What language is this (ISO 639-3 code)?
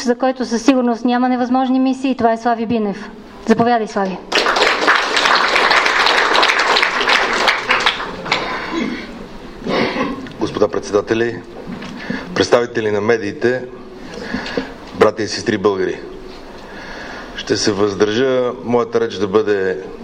bul